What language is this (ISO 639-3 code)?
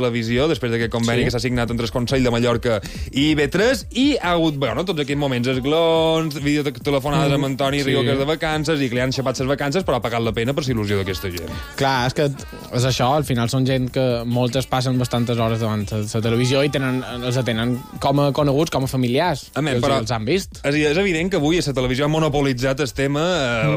cat